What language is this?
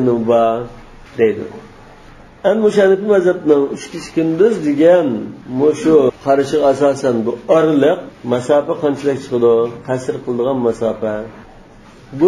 Uyghur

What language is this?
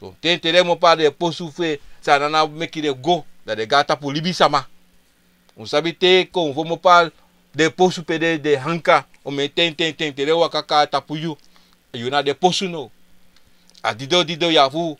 Sranan Tongo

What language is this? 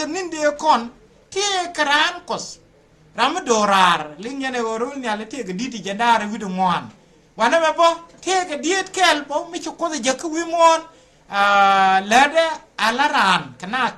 Nuer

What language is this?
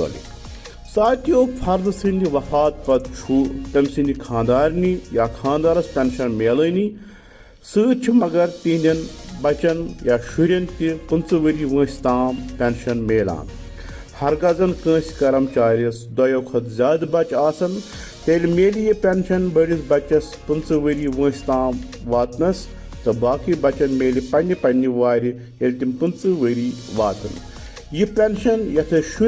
Kashmiri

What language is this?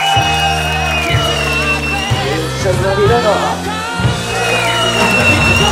Polish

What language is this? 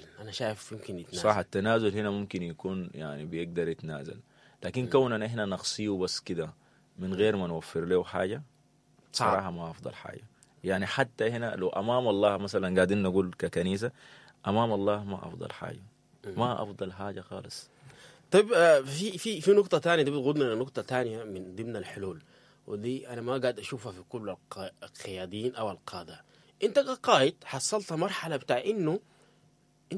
Sudanese Arabic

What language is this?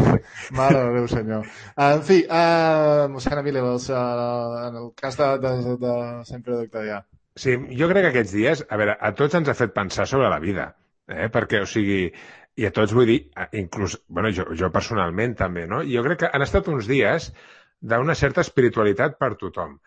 Catalan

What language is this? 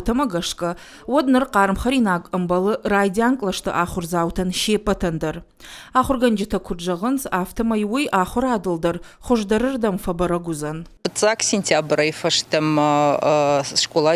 Ossetic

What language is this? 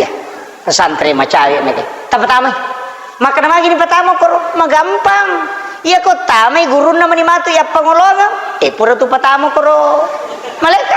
Buginese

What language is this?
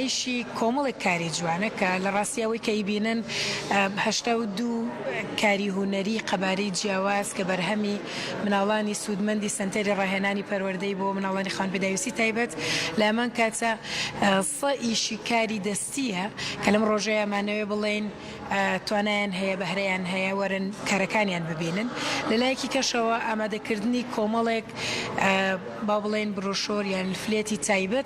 Central Kurdish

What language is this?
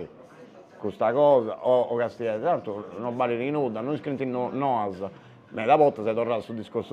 Sardinian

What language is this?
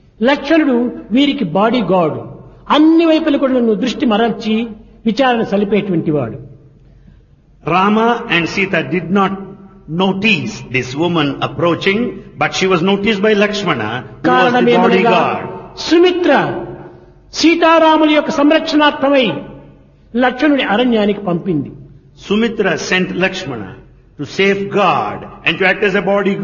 Telugu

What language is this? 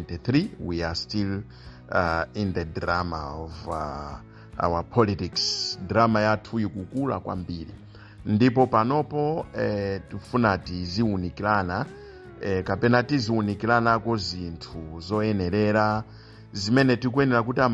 Nyanja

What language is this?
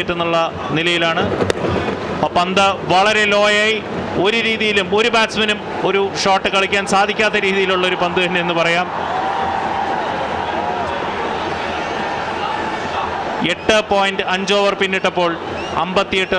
Malayalam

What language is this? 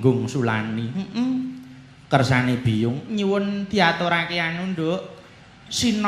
Javanese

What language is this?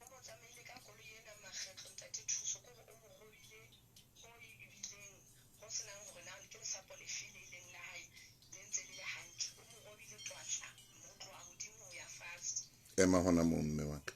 Southern Sotho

